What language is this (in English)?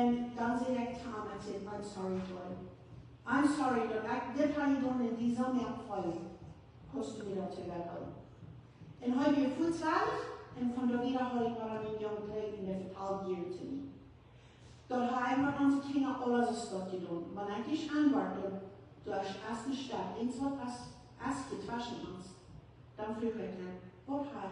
Plautdietsch